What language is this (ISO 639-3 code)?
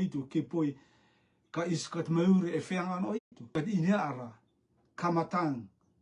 rtm